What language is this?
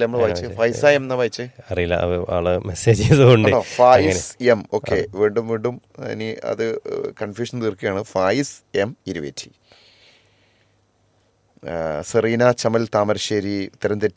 Malayalam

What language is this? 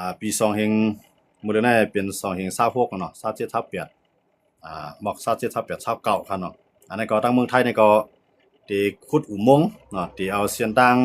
Shan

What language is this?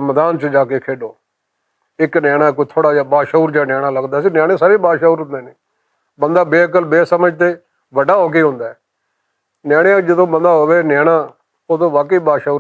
Western Panjabi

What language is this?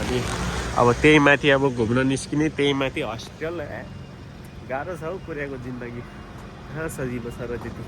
Nepali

